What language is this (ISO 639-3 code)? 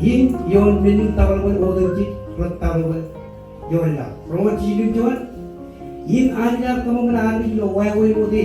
mah